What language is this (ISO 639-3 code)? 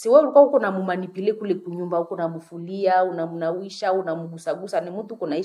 swa